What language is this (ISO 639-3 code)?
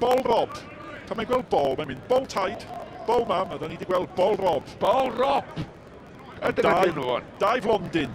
cym